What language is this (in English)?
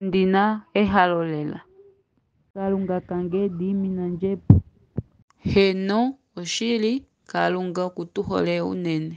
Ndonga